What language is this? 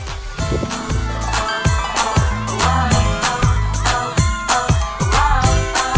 Korean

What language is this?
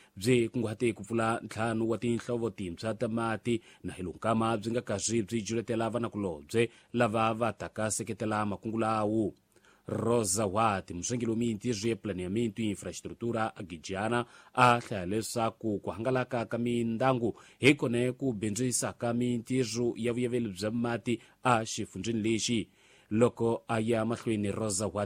Tsonga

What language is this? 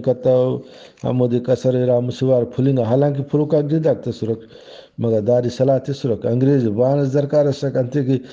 Brahui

